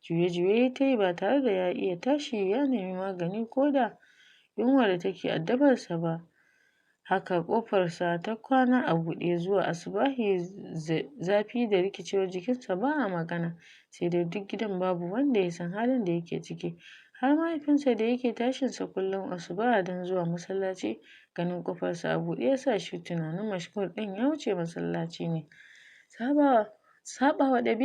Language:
Hausa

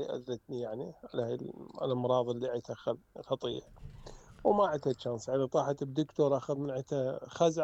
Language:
Mesopotamian Arabic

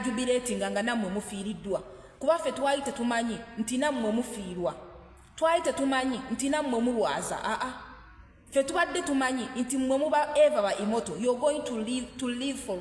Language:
Ganda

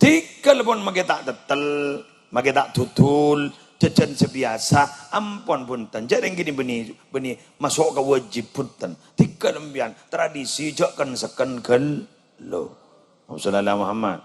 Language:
Madurese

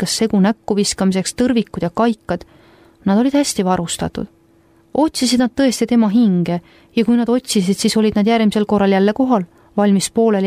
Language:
Estonian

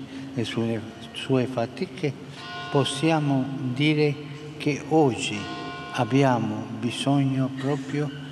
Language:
Italian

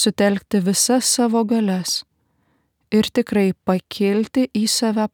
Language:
Lithuanian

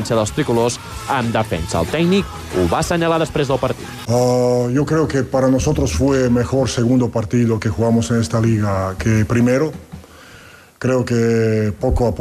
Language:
Catalan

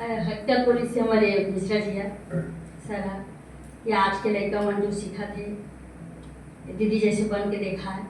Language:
Chhattisgarhi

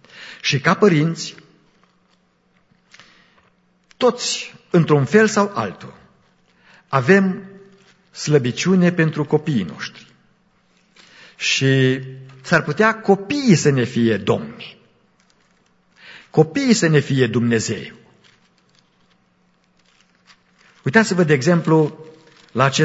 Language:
Romanian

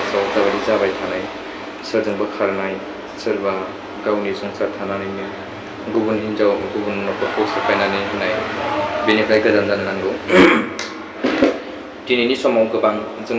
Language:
Bodo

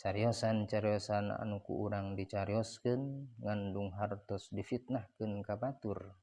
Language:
Sundanese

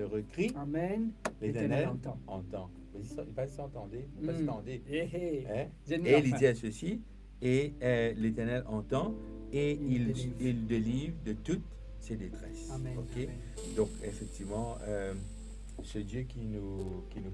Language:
Morisyen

